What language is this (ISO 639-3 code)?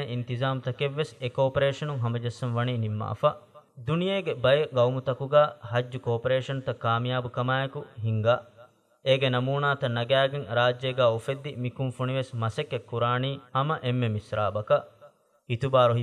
div